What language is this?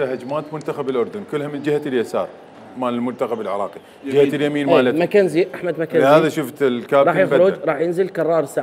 Mesopotamian Arabic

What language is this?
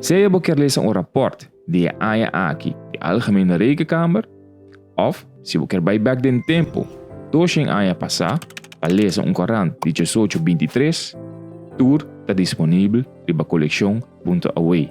Papiamento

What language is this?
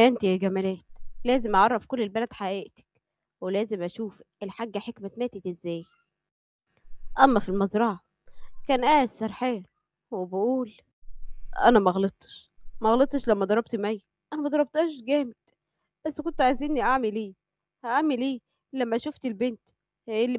Egyptian Arabic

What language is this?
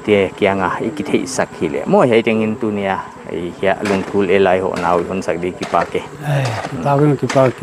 Paite Chin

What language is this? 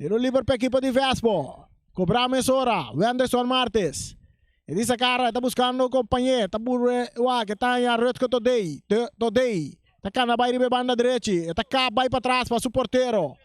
Papiamento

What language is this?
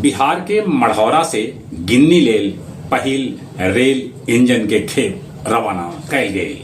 Magahi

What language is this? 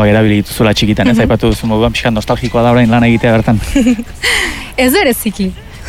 Basque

